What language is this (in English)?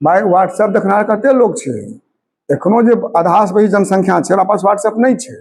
Maithili